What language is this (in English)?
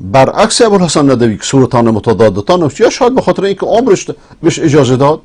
Persian